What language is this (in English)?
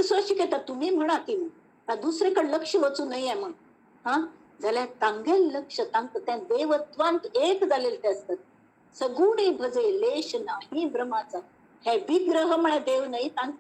Konkani